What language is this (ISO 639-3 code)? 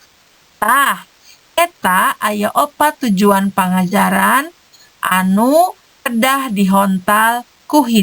sun